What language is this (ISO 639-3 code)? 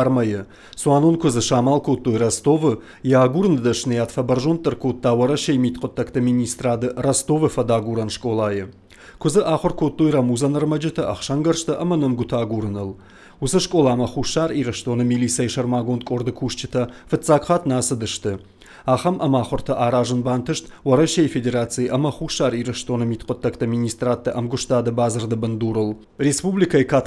oss